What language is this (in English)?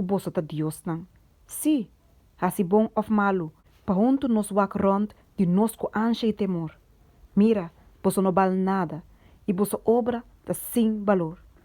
Papiamento